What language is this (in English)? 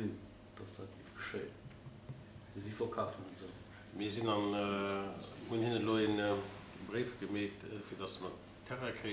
Luxembourgish